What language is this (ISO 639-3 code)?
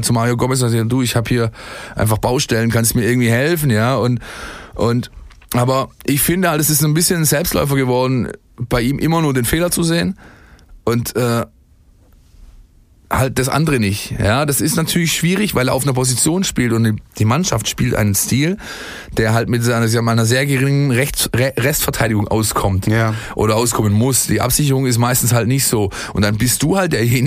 deu